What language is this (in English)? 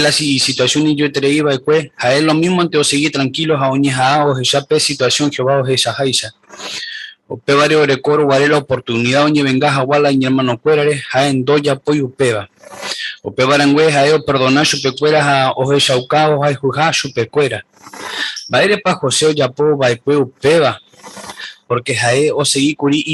Guarani